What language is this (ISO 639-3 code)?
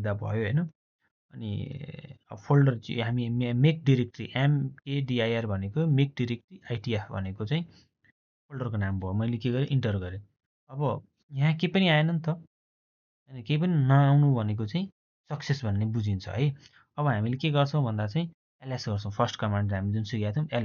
nep